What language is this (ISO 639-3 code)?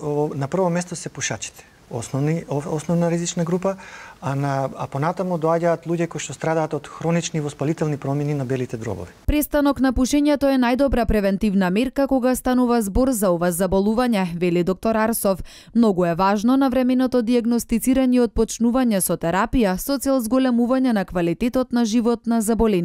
mkd